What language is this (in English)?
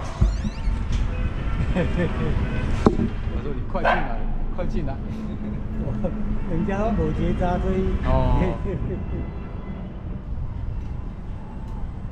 Chinese